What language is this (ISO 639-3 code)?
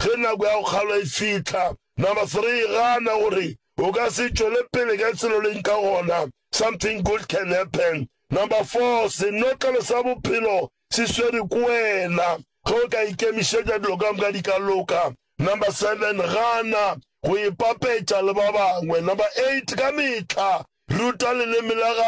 nso